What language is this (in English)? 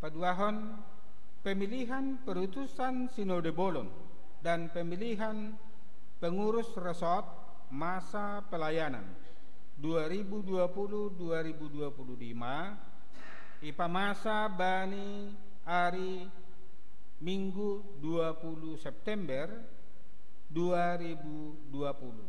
Batak Simalungun